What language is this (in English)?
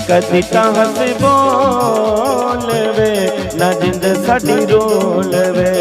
Dogri